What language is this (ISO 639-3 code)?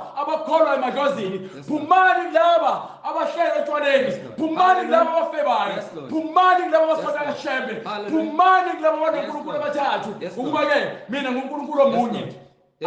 zul